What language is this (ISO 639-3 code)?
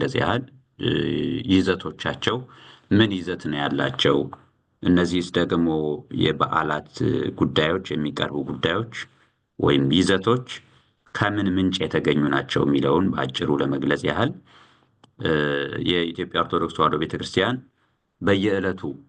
amh